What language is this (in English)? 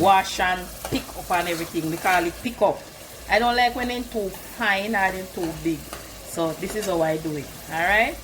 Jamaican Creole English